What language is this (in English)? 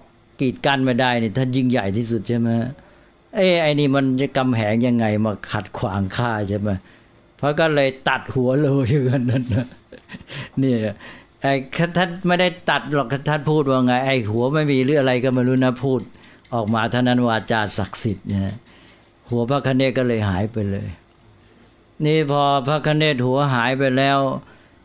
Thai